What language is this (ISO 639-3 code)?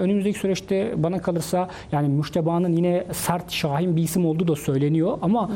tur